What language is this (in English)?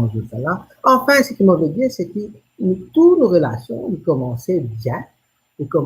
Morisyen